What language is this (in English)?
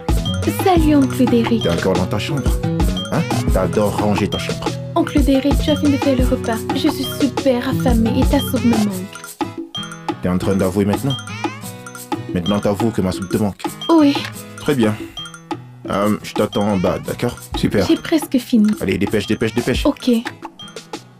French